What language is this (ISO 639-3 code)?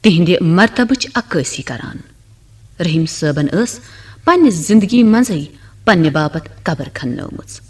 kas